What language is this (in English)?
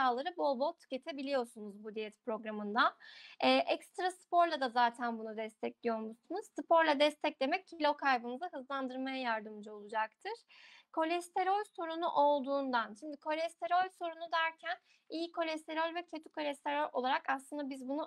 Turkish